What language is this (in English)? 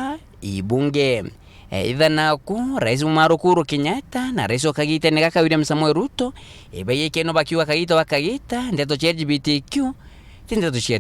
Meru